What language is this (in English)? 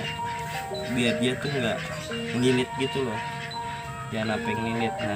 Betawi